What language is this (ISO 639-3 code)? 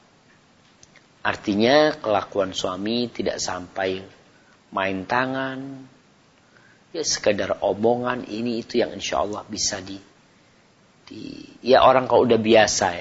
ind